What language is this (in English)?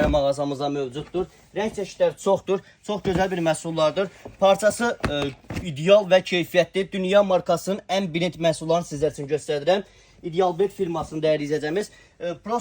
Azerbaijani